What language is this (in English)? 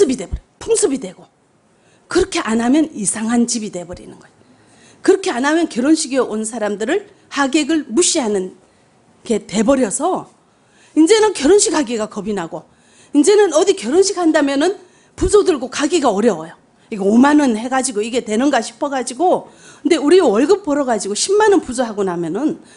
Korean